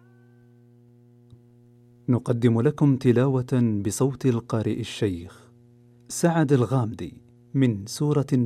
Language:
Arabic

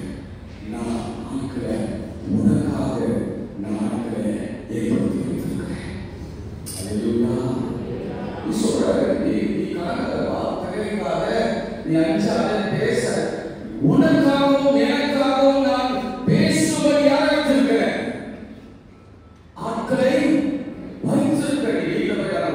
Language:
Tamil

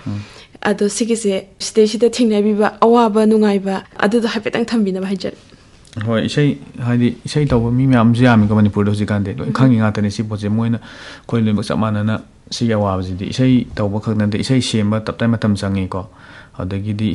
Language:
Manipuri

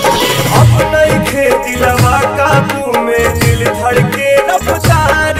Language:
Bhojpuri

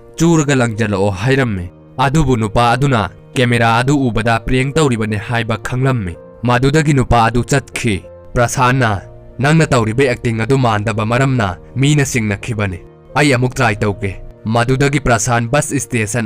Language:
Manipuri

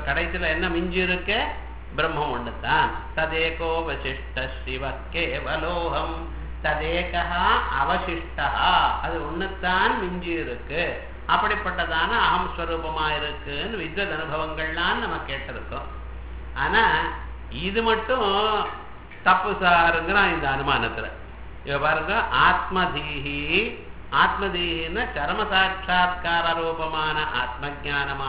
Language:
Tamil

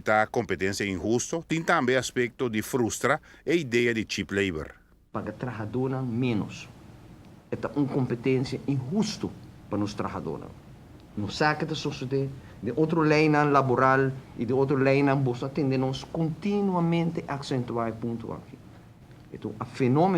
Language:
Papiamento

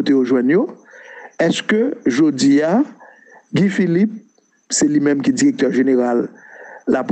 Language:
Haitian Creole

